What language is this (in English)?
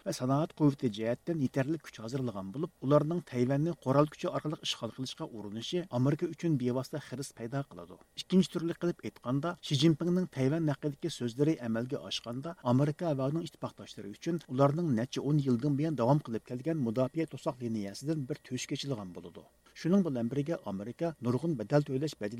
Uyghur